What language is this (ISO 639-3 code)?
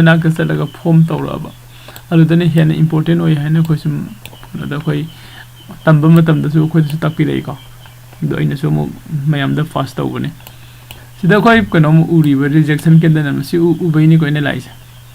mni